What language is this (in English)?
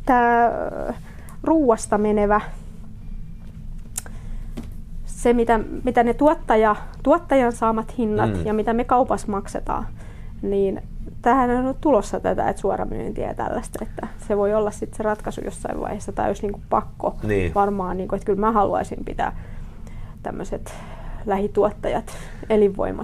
Finnish